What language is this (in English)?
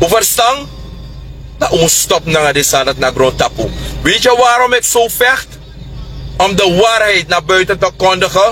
Sranan Tongo